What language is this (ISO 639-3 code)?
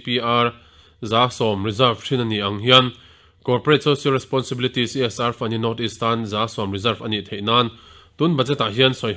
lus